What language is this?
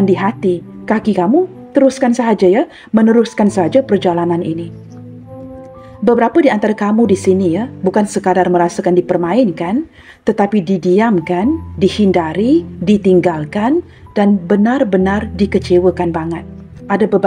Malay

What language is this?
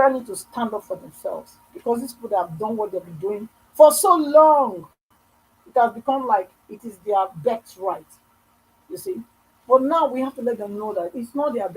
Nigerian Pidgin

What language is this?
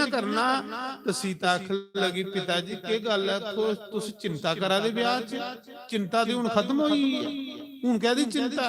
Dogri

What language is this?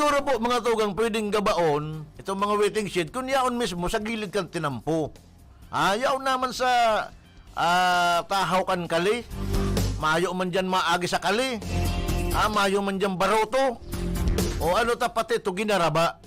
Bikol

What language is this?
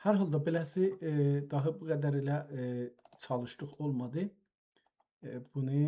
South Azerbaijani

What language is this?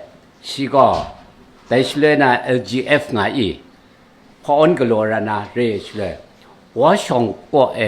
Kachin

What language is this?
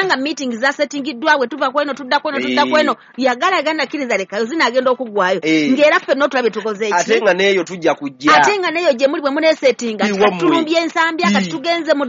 Ganda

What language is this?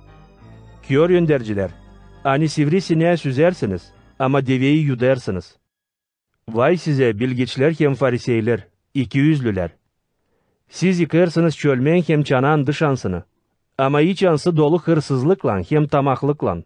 Gagauz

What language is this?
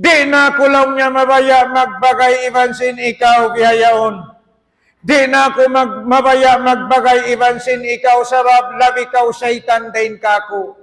Tausug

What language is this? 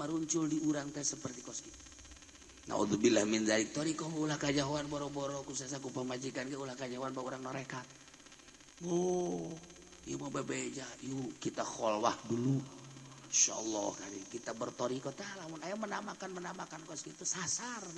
Sundanese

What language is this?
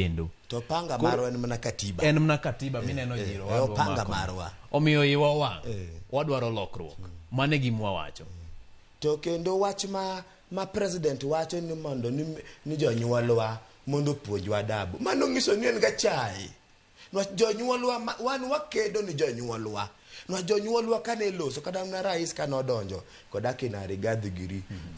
Luo (Kenya and Tanzania)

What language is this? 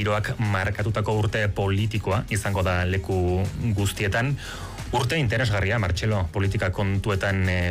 Basque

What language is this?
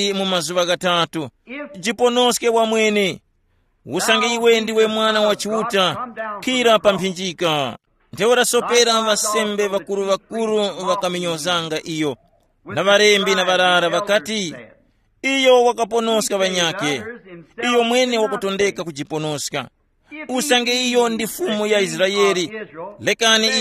Tumbuka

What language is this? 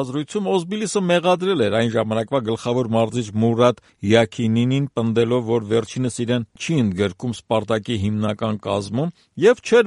Armenian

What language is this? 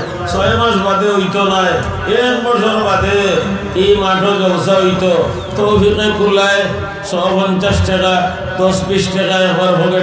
Sylheti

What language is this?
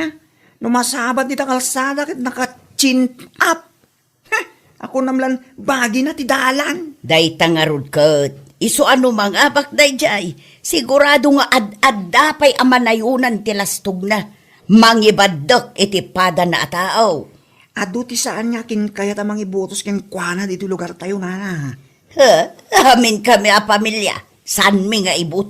Iloko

